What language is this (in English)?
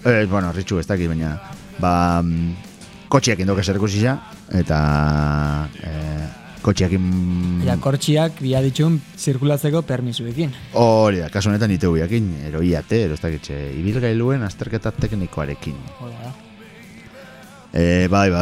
Basque